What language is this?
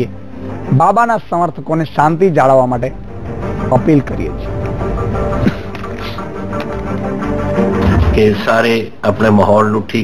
Gujarati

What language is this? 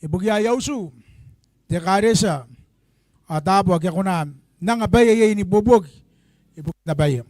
Gilbertese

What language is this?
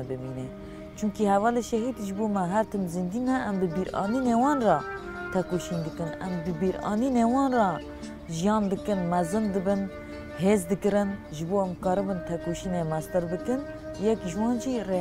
Kurdish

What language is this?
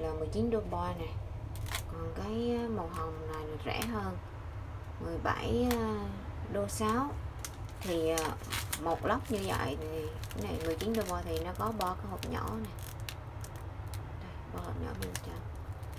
Vietnamese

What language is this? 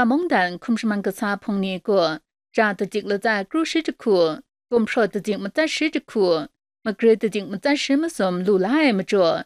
Kachin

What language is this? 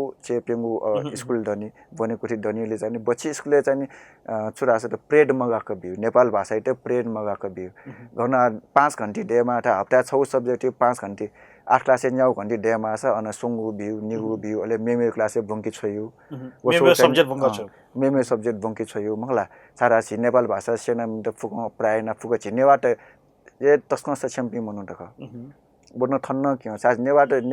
Newari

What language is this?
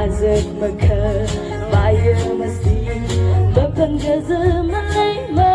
Tangkhul Naga (India)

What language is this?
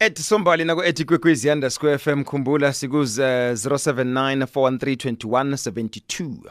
South Ndebele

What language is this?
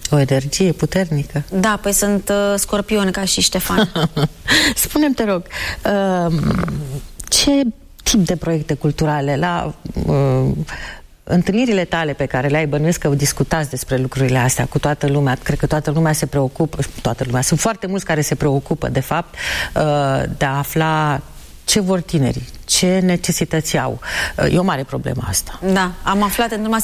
Romanian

